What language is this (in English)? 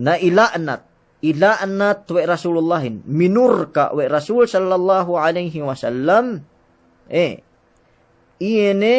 Yakan